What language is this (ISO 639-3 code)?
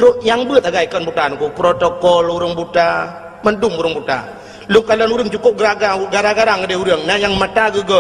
ace